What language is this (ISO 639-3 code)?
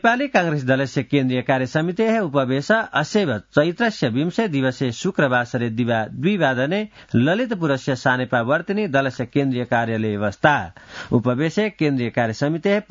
san